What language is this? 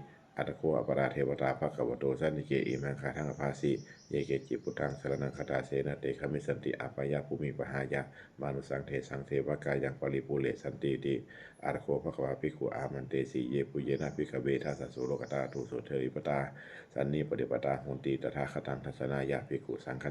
Pali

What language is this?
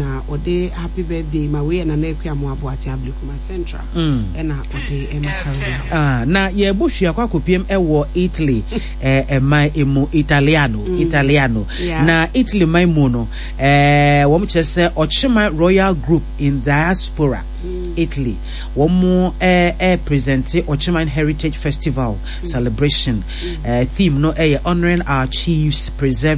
Akan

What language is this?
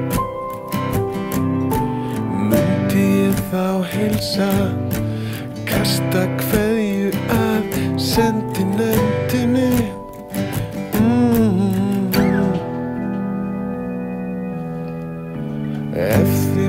Icelandic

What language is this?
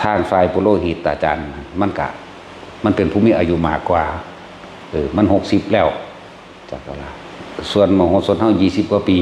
Northeastern Thai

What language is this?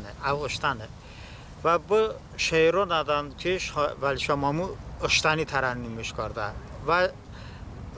Talysh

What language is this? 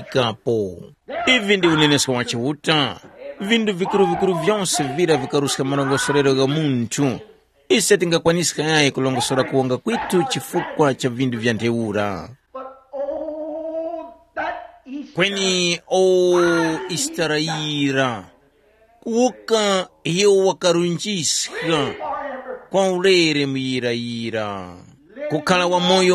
Tumbuka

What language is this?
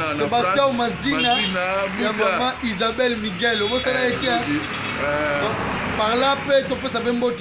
Lingala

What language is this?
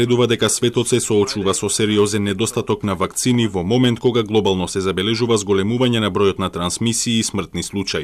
Macedonian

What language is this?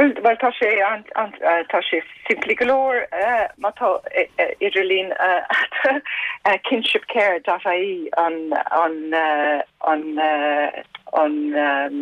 Irish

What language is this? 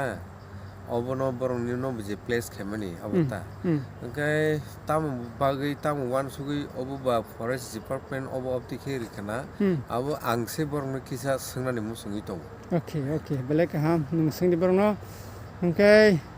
Kok Borok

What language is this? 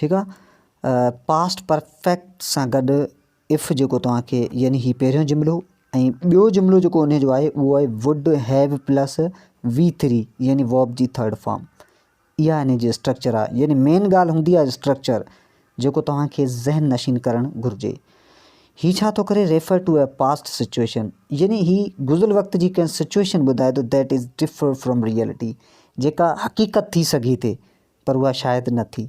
Sindhi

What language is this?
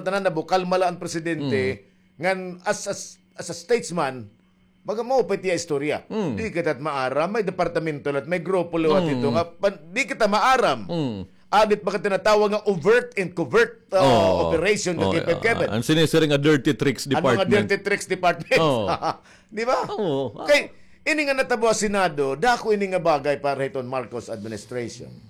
Waray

